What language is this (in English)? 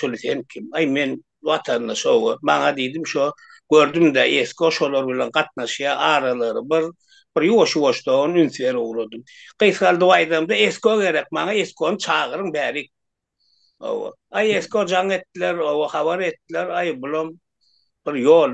Turkmen